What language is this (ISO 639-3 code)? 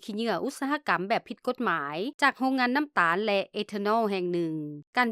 lao